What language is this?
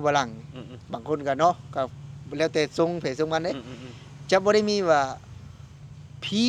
Lao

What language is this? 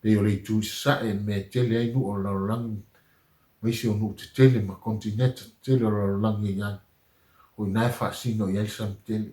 Samoan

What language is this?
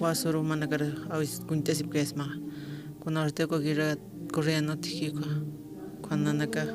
Aymara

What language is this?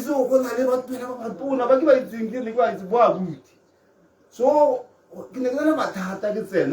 Tswana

